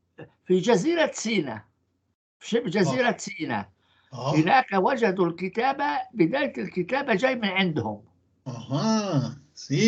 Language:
North Levantine Arabic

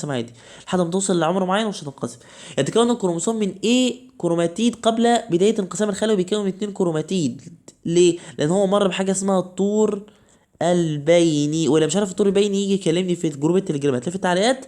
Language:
Egyptian Arabic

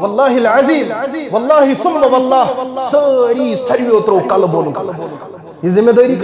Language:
Kashmiri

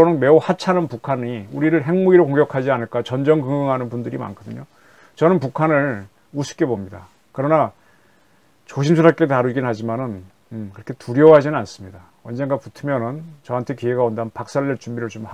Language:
Korean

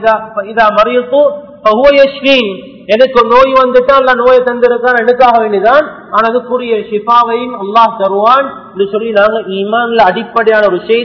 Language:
Tamil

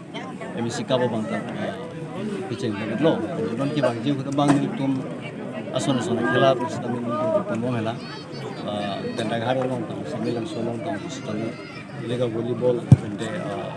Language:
Karbi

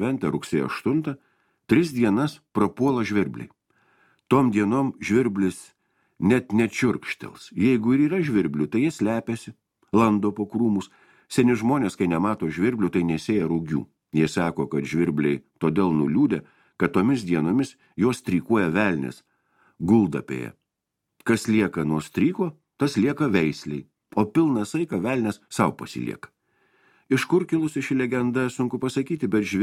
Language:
Lithuanian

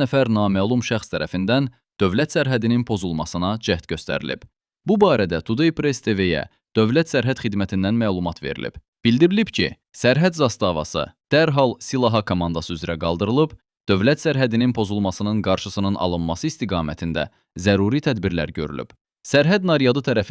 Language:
Azerbaijani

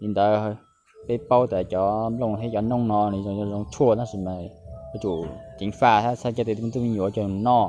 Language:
Hmong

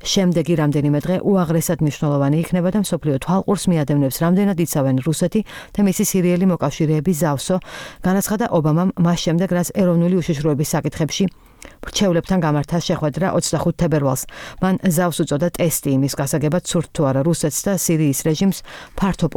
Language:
Georgian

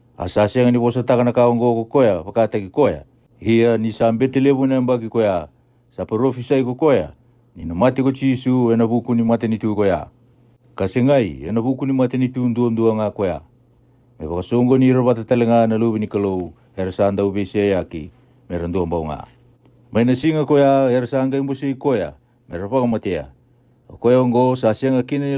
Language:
Fijian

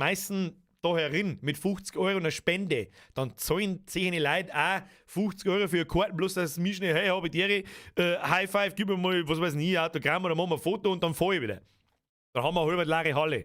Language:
Bavarian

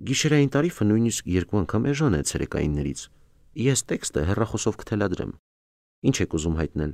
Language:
Armenian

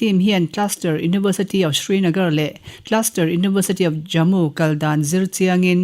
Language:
Mizo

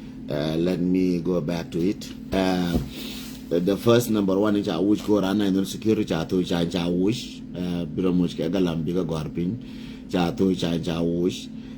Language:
Nuer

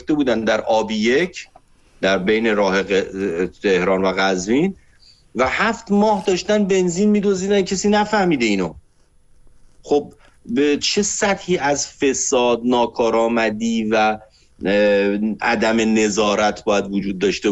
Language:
Persian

